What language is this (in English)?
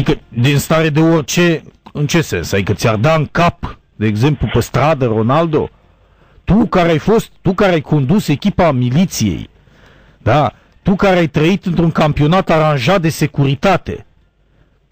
Romanian